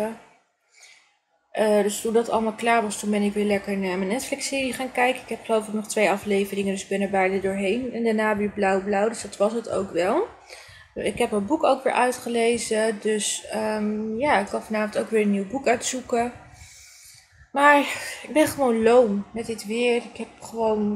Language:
Dutch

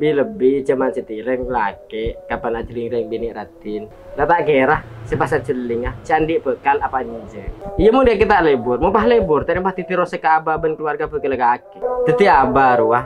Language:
Madurese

